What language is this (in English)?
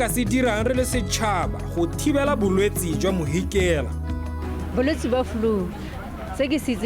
Tswana